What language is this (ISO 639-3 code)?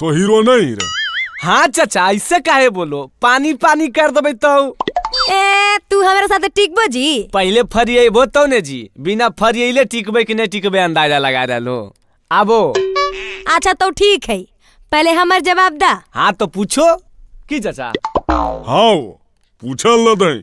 mag